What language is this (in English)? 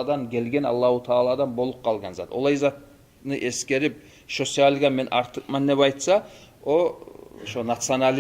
Kumyk